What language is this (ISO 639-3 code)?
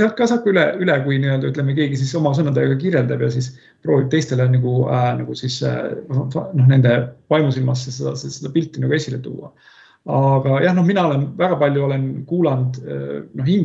est